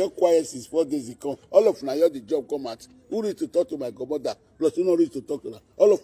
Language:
Nigerian Pidgin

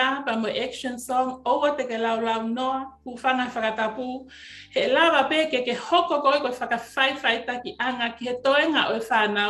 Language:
Tongan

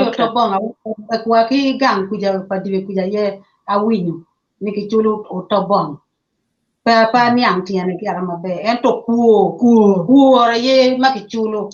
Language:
Acoli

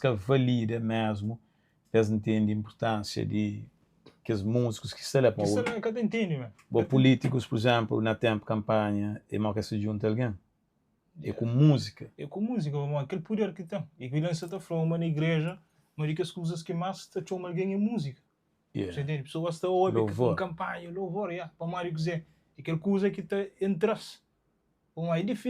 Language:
Kabuverdianu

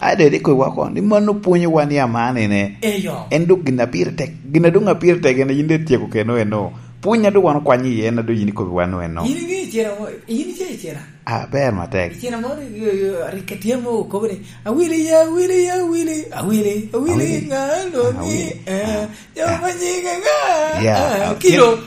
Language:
Lango (Uganda)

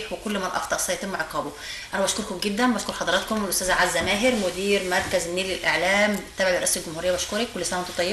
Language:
Egyptian Arabic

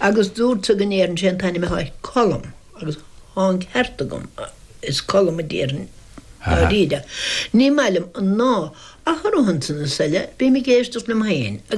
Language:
Irish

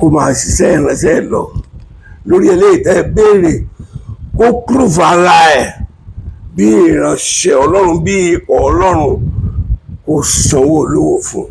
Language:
Yoruba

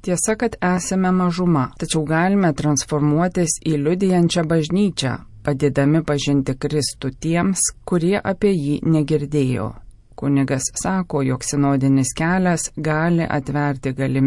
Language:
Lithuanian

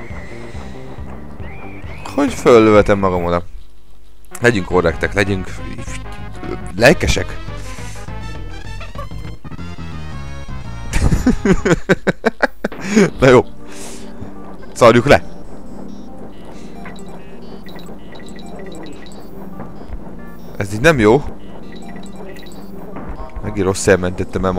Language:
Hungarian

